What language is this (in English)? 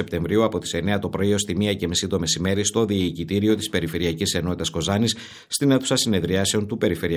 Greek